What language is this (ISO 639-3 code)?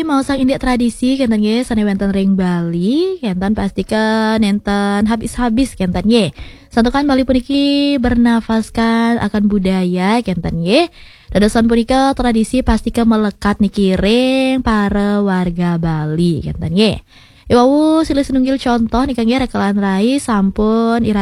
ban